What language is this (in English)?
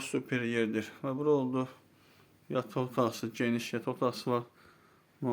Azerbaijani